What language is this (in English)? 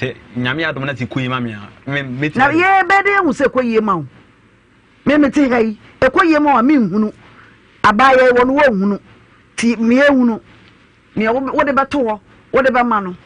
Akan